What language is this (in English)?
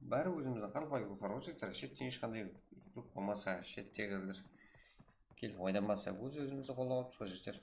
Kara-Kalpak